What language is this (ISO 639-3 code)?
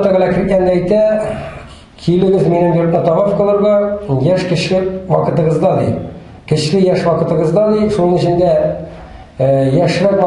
tat